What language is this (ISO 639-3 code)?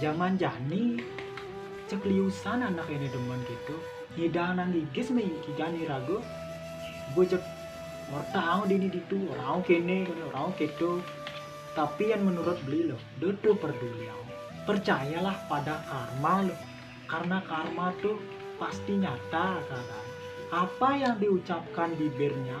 ban